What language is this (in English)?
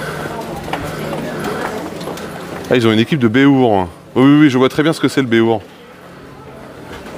French